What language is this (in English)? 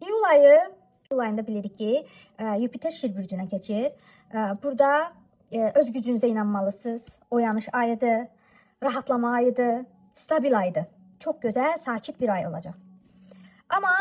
Azerbaijani